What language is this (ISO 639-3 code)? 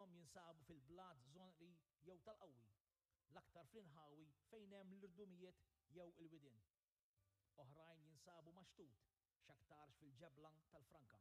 mlt